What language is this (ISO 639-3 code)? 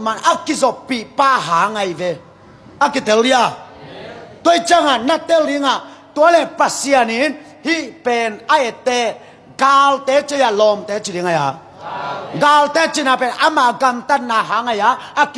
ctd